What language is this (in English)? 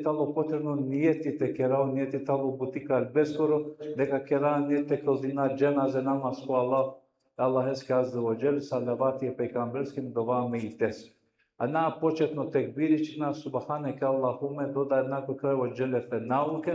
Balkan Romani